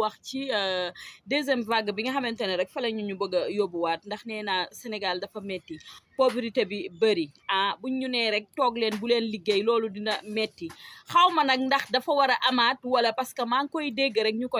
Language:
Wolof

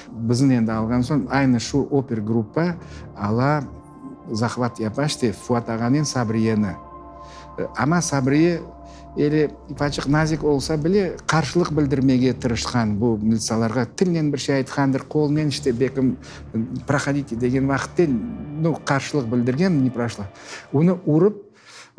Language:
Crimean Tatar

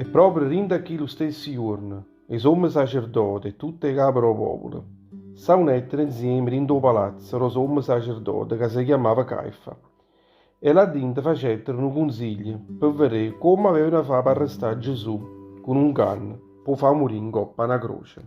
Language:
Neapolitan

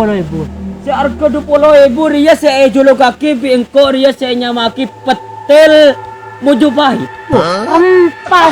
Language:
Madurese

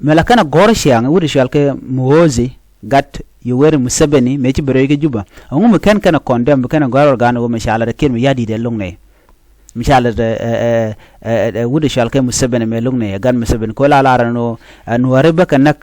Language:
Nuer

